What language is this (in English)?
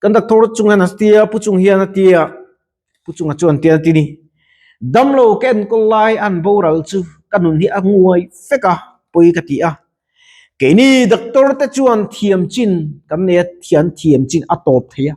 Mizo